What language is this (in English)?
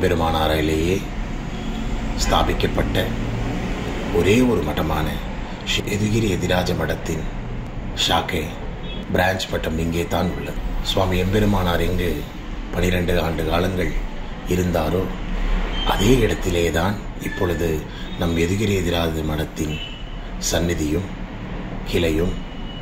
Tamil